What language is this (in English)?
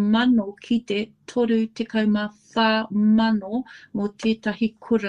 Māori